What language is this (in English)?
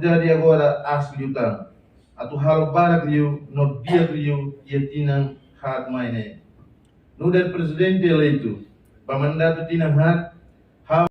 Tetum